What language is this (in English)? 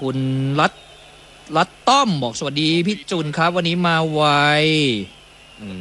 Thai